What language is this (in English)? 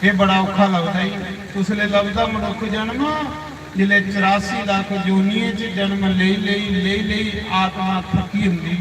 Dogri